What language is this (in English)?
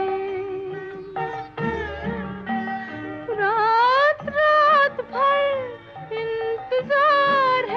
Hindi